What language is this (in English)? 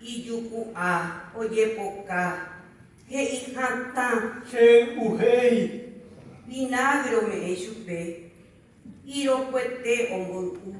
Guarani